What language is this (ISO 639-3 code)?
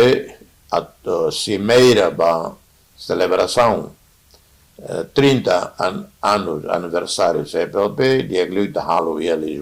tet